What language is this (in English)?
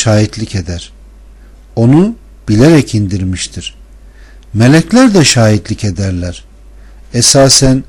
Turkish